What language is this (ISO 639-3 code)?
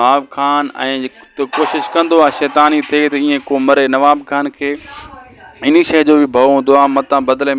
snd